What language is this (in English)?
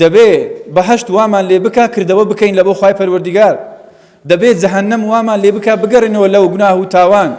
Central Kurdish